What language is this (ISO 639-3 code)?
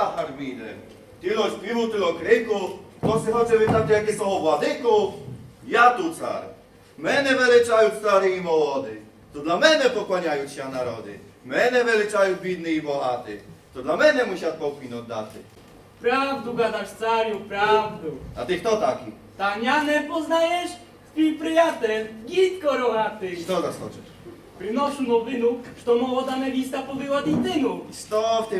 rue